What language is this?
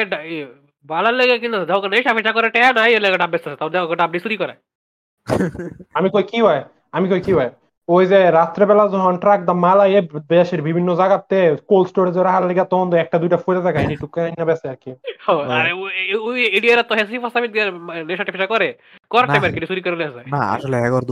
Bangla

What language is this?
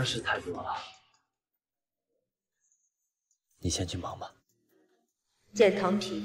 Chinese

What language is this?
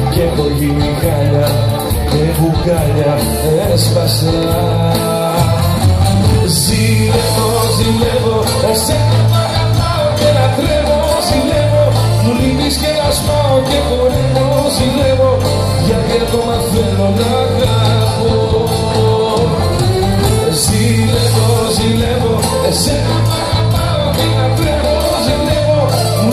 Greek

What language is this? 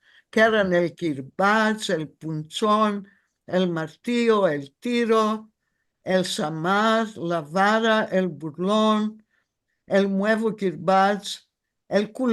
Ladino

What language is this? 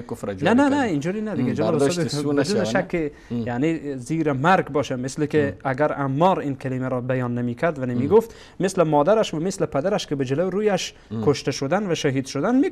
Persian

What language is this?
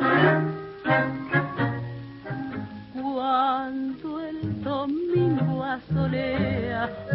Spanish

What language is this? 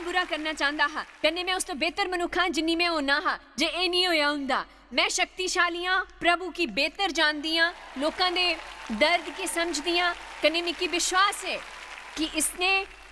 Dogri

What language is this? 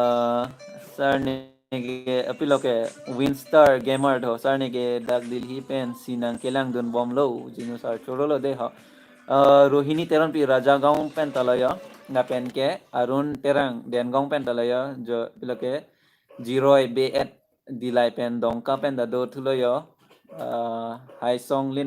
Karbi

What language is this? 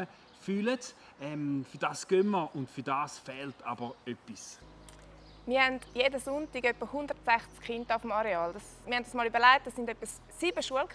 Swiss German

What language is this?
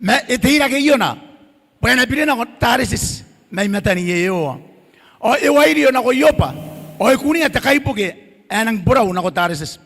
Gilbertese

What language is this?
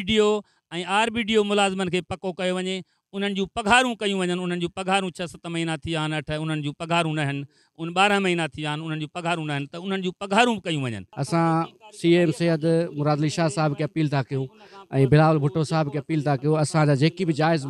Sindhi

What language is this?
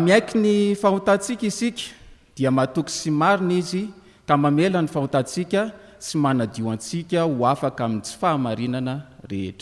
Malagasy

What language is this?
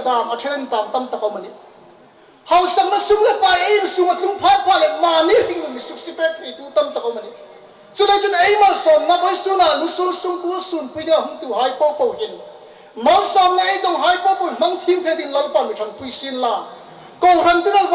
Hmar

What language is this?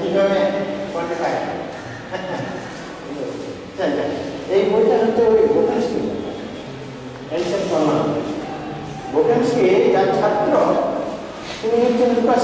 Bangla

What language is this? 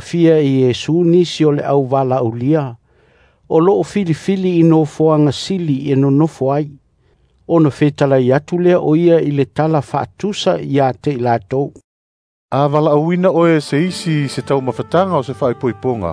Samoan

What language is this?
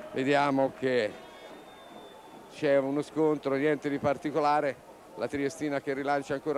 Italian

